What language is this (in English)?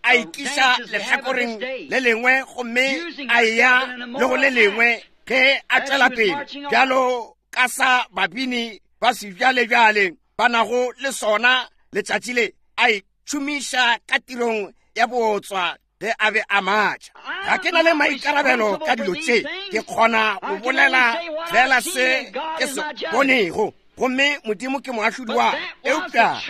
Northern Sotho